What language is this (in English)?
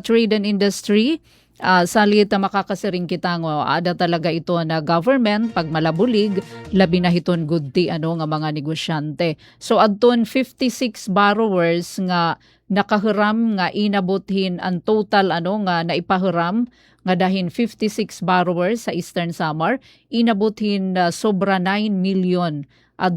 Waray